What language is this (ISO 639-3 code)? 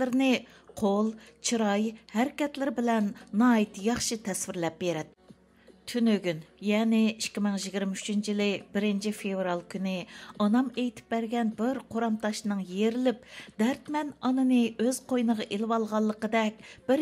uig